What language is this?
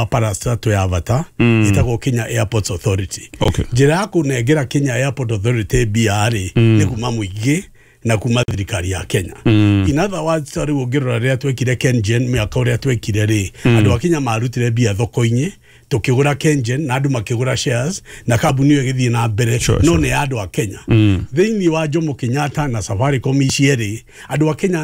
Kikuyu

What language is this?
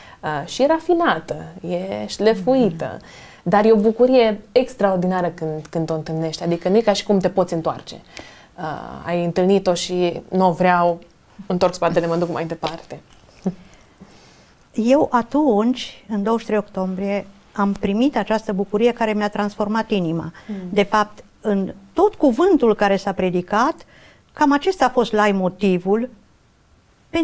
Romanian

